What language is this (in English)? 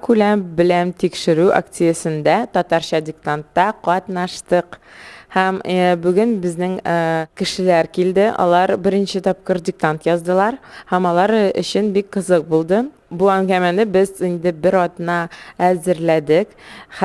Tatar